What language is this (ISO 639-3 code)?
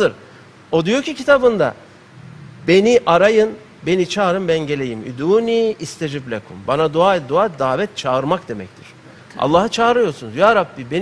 tur